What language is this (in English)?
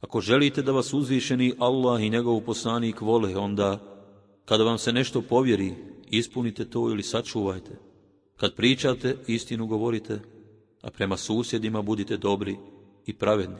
Bosnian